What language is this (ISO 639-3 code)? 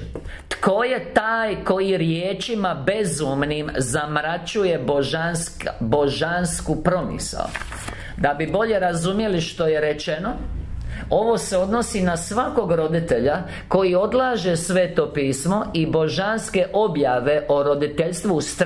hrv